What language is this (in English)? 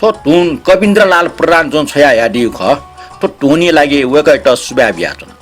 Newari